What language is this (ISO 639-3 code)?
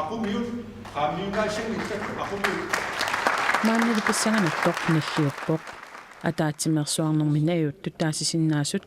kal